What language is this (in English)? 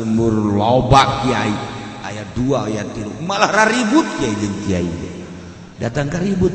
Sundanese